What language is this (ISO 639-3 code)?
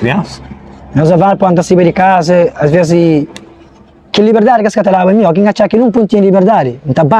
kea